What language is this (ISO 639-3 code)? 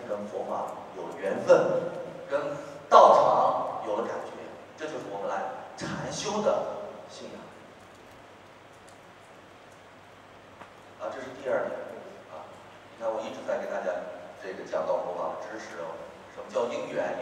zho